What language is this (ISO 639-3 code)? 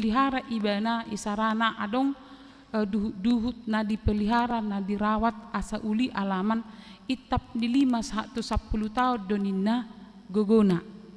bbc